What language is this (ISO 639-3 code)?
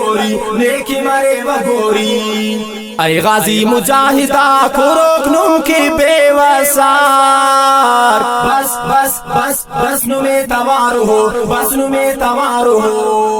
brh